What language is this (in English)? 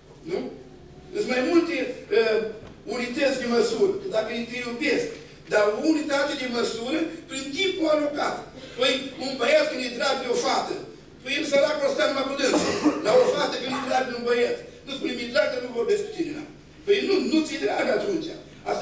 Romanian